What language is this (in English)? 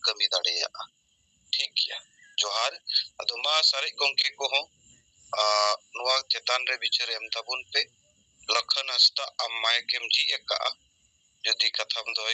Santali